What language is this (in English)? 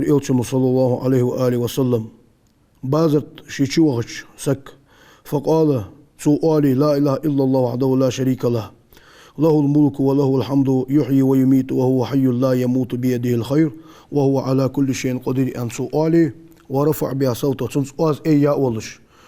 Ingush